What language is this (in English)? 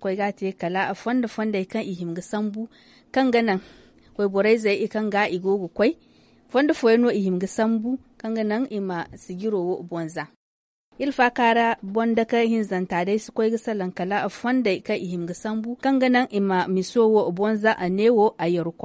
Zarma